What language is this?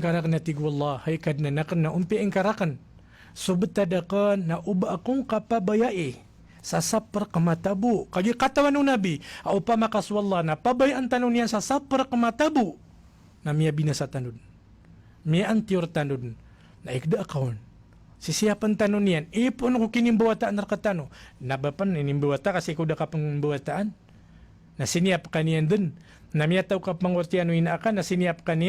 Maranao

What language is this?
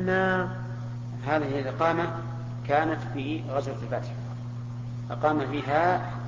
Arabic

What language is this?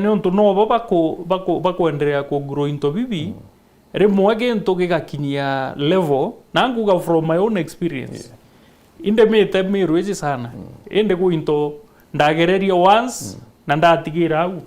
Meru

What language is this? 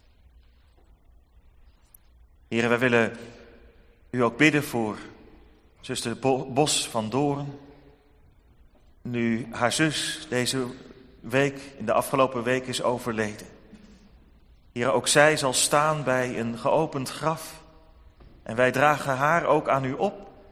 Dutch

